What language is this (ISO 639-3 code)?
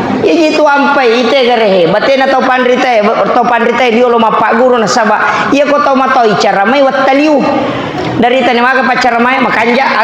bug